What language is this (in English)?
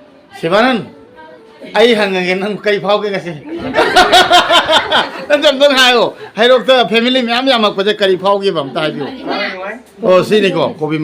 Manipuri